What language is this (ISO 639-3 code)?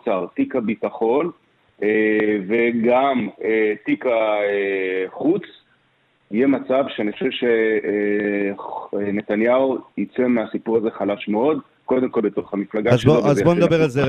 heb